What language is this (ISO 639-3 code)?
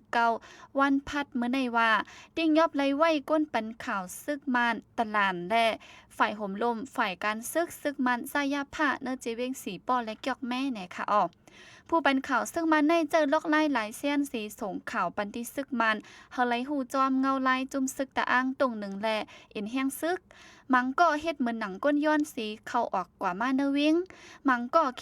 shn